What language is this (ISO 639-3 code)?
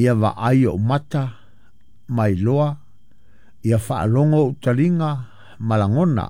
smo